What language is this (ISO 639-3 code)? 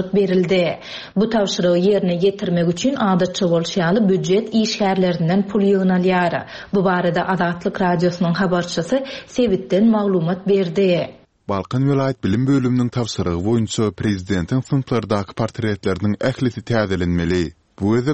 tuk